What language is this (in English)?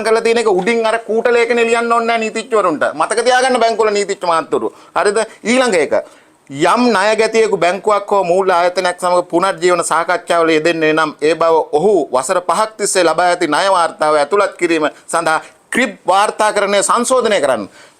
Sinhala